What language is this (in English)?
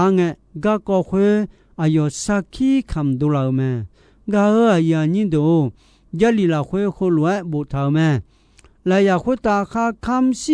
Akha